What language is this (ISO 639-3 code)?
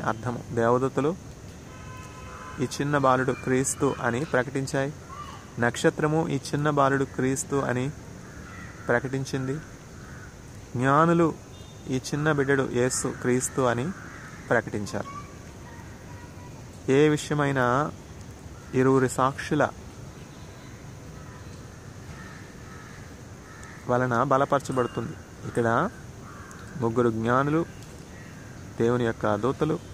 tel